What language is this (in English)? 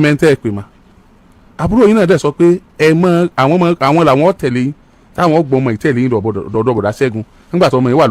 Yoruba